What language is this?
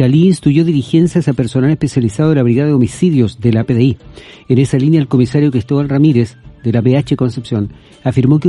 Spanish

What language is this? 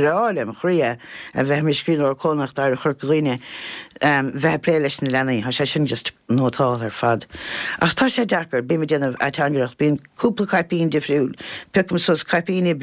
Irish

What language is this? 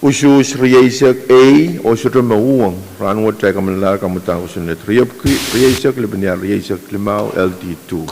Pohnpeian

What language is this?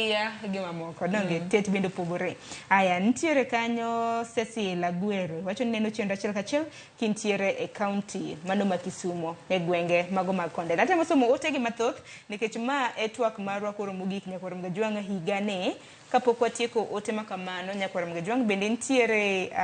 Luo (Kenya and Tanzania)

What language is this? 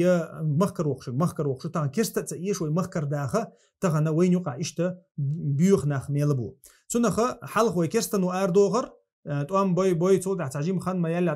Chechen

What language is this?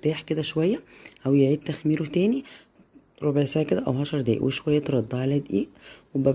Egyptian Arabic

